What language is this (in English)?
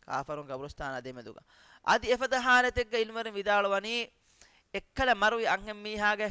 Divehi